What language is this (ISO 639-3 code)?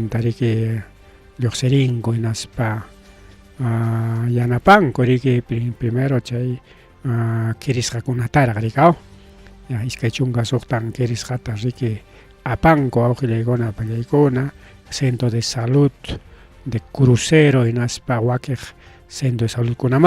quy